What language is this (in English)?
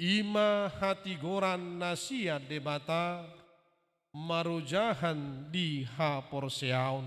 Batak Toba